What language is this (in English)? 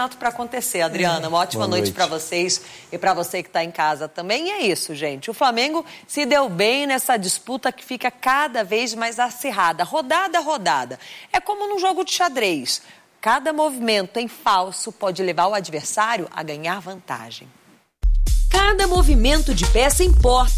Portuguese